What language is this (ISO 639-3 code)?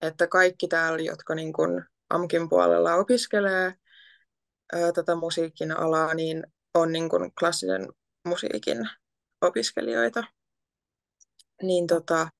fin